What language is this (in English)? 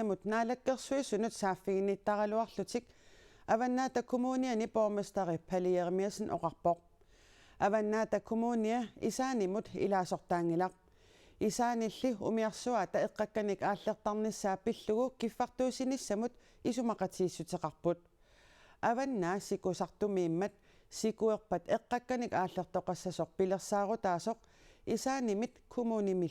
Kalaallisut